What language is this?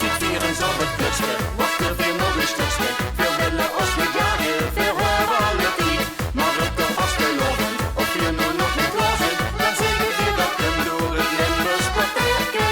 Limburgish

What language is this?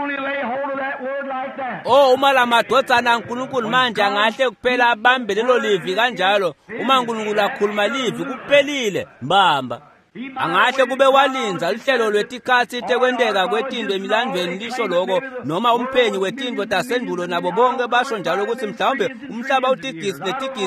Swati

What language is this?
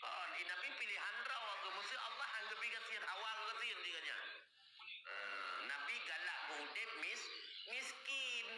Achinese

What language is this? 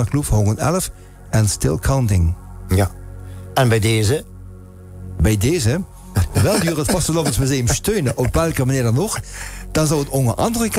Limburgish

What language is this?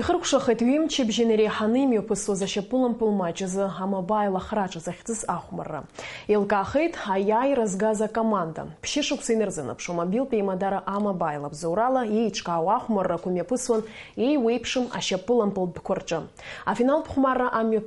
Abkhazian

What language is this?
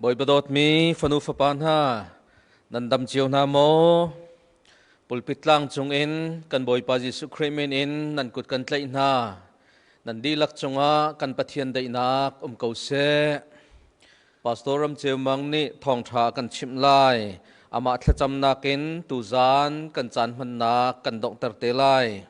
Hakha Chin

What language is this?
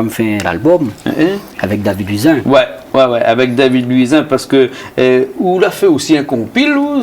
Réunion Creole French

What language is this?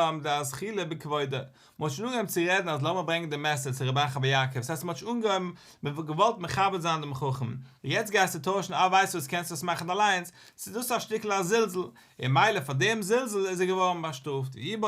Yiddish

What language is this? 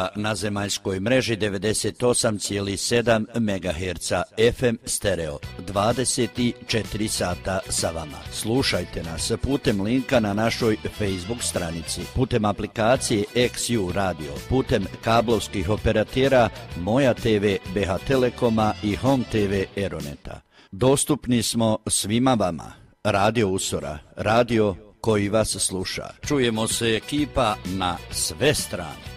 Croatian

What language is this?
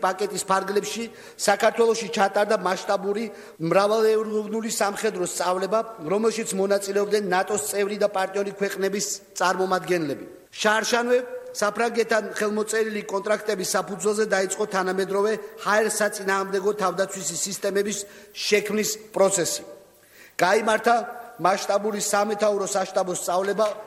Georgian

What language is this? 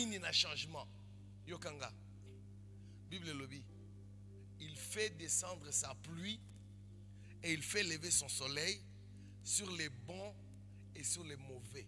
French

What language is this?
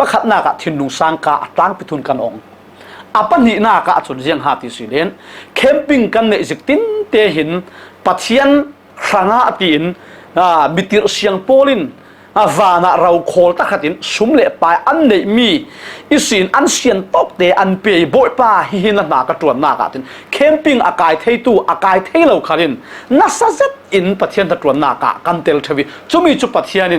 Falam Chin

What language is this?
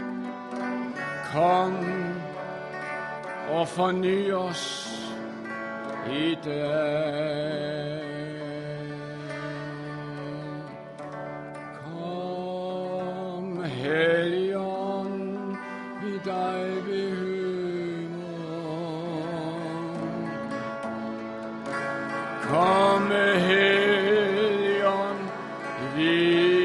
Danish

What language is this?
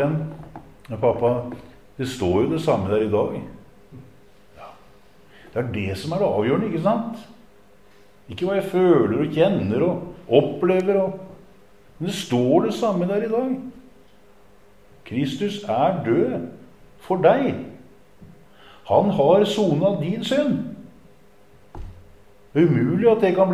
Norwegian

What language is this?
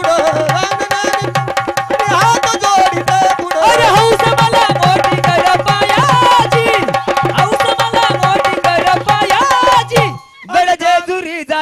Marathi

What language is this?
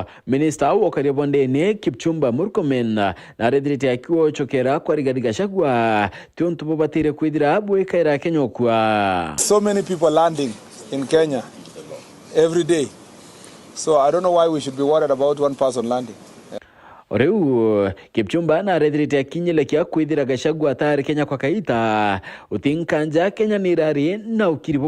Meru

